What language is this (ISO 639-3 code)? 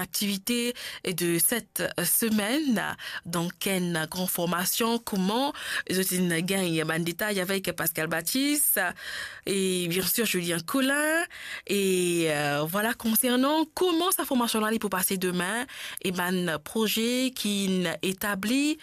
mfe